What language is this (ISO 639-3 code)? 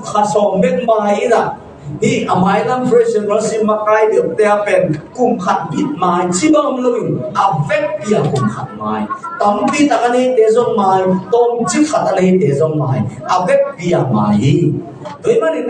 ctd